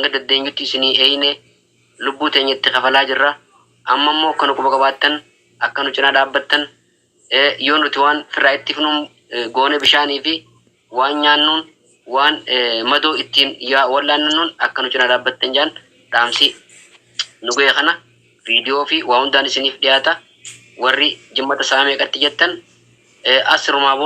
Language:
Oromo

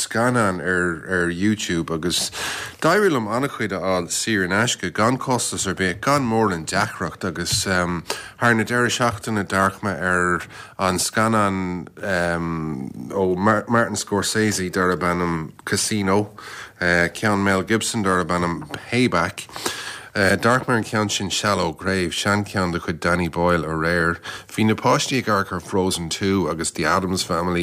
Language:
Irish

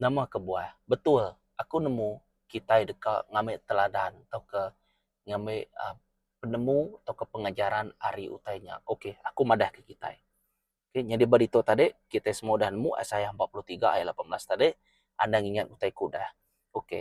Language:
Iban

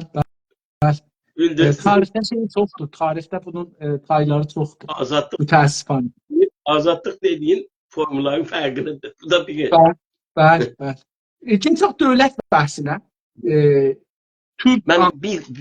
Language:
South Azerbaijani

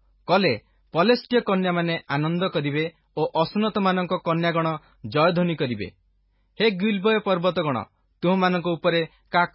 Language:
Odia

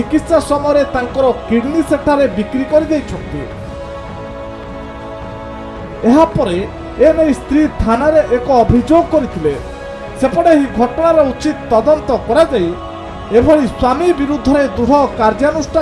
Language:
Odia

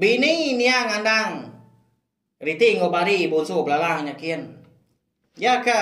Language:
Iban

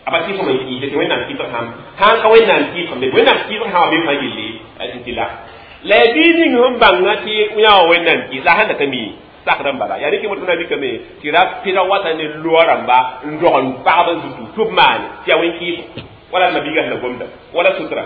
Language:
Mossi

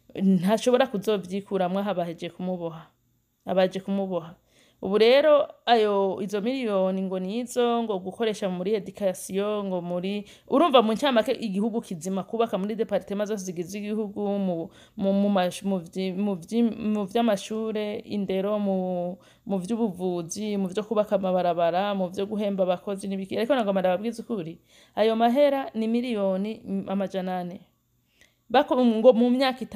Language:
Rundi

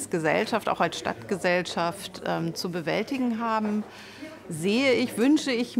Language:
German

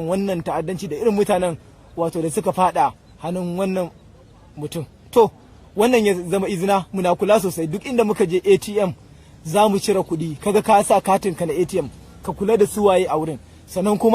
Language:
Hausa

